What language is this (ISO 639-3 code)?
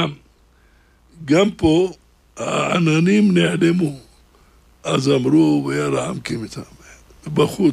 heb